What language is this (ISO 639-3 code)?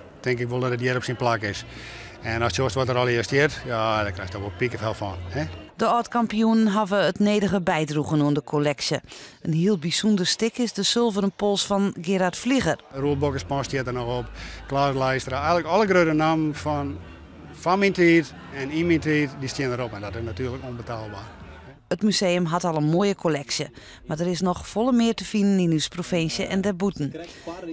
fry